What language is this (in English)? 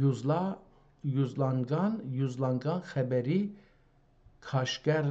South Azerbaijani